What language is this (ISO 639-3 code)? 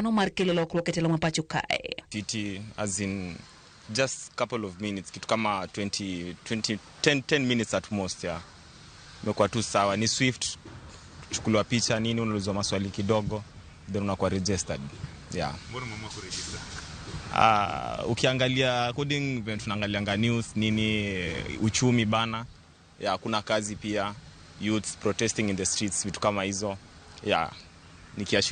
luo